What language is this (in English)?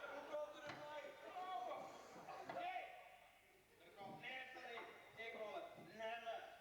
Western Frisian